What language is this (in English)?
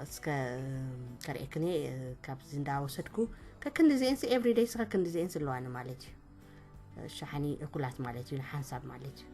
Tigrinya